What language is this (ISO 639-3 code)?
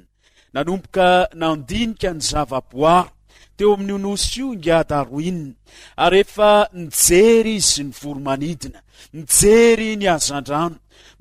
mlg